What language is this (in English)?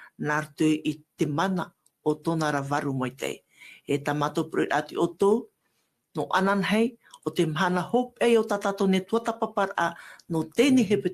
Tahitian